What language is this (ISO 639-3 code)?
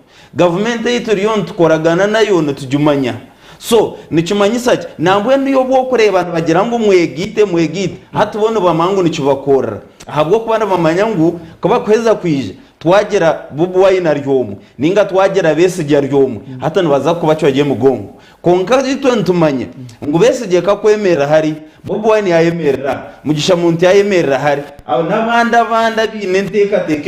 nyn